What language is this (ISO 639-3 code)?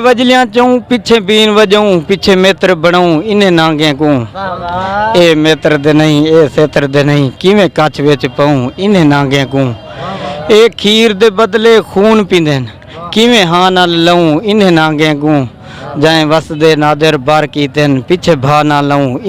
skr